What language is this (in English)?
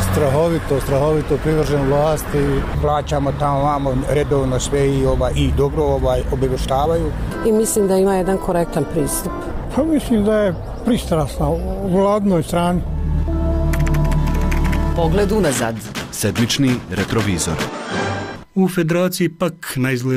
Bosnian